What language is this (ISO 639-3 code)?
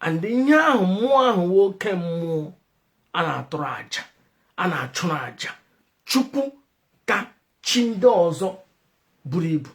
ibo